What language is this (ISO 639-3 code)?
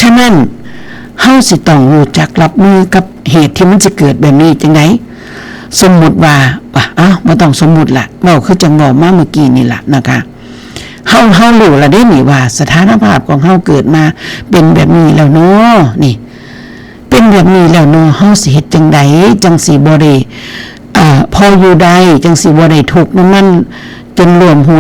tts